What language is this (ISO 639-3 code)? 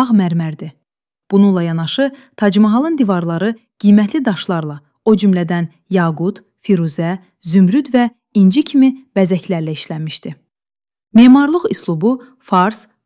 aze